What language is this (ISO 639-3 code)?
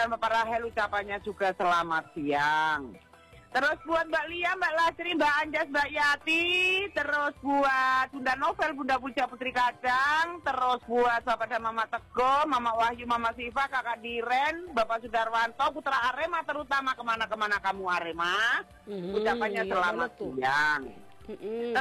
ind